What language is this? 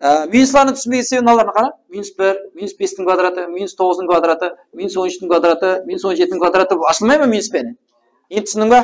Kara-Kalpak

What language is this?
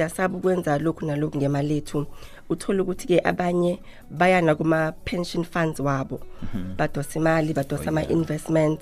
South Ndebele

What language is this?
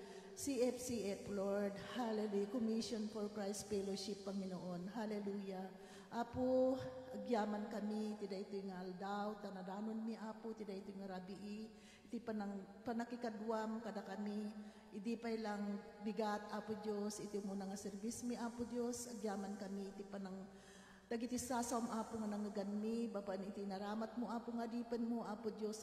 Iloko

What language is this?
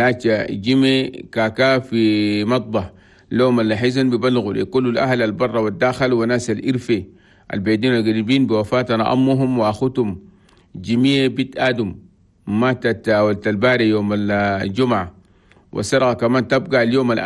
Chadian Arabic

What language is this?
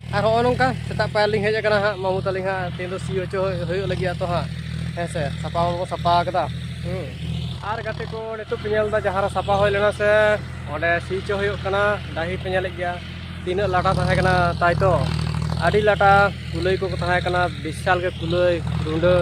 Santali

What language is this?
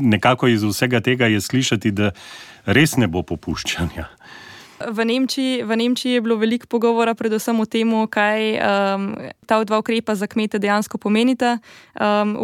Slovenian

